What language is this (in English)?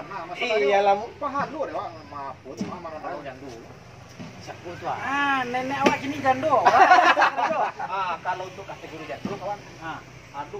Minangkabau